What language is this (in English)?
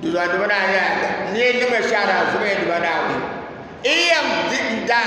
Dagbani